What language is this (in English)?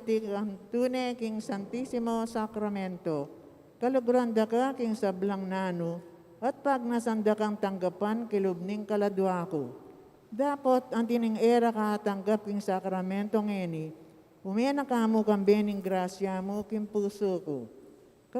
Pampanga